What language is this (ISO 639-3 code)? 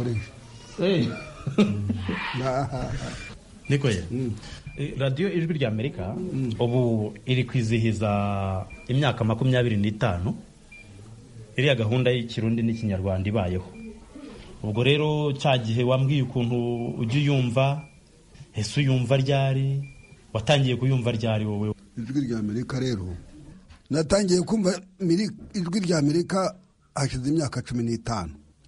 kin